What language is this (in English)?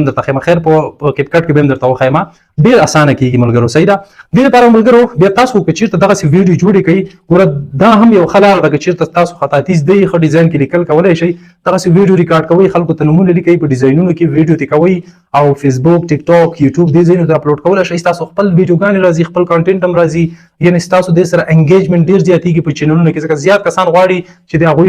Pashto